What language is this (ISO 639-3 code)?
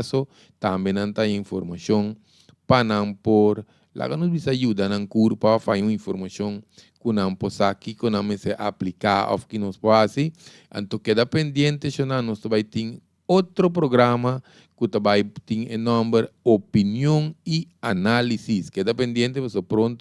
pap